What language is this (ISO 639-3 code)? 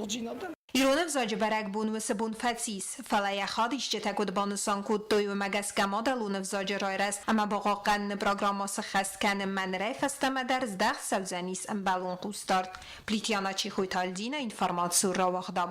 oss